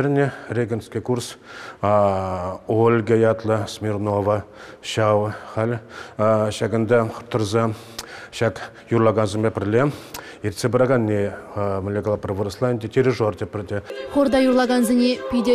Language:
Chuvash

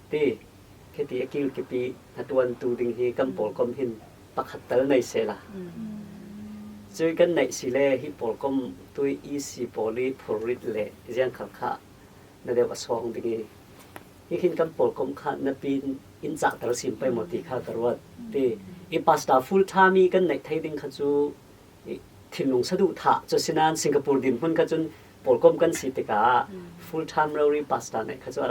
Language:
Falam Chin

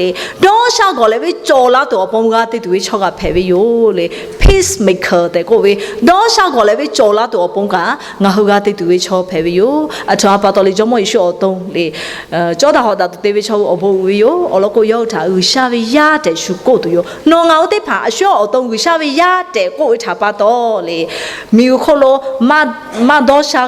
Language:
Lahu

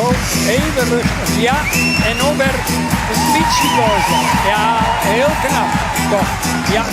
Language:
Western Frisian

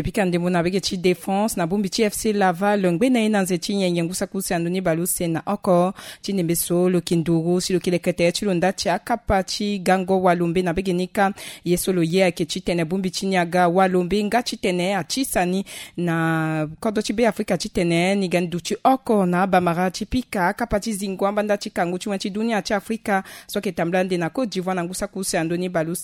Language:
Sango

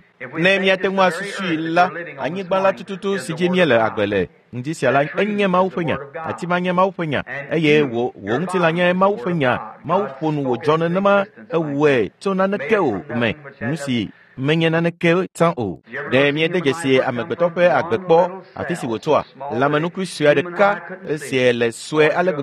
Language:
Ewe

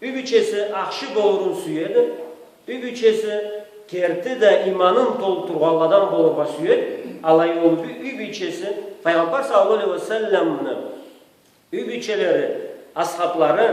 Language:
Karachay-Balkar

